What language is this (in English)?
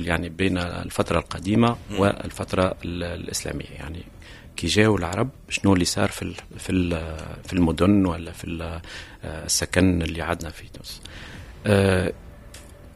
Tunisian Arabic